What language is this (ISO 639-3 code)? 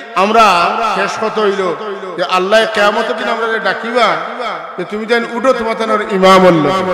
syl